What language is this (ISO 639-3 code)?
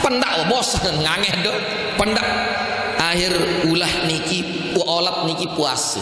sas